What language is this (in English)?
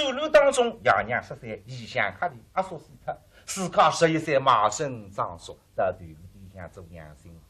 Wu Chinese